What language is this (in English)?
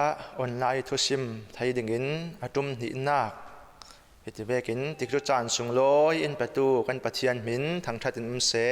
Falam Chin